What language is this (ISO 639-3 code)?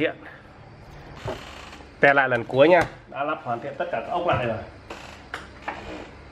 vie